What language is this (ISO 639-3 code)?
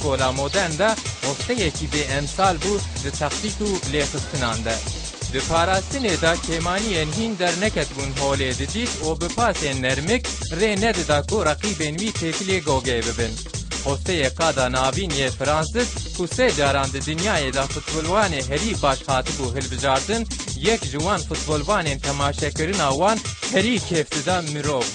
kur